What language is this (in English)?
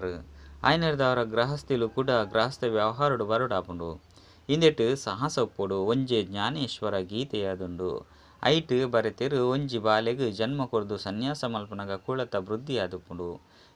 Tulu